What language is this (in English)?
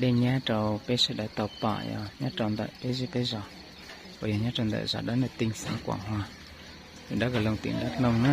Hmong